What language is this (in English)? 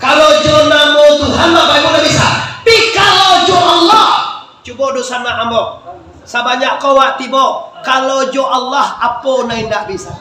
Minangkabau